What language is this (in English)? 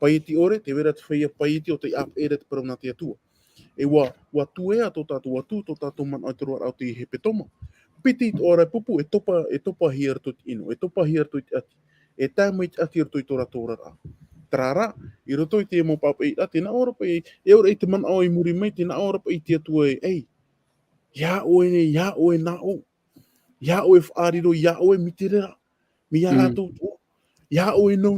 Tahitian